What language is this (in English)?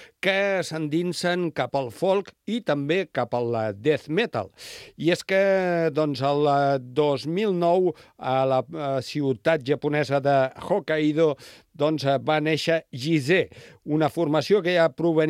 Catalan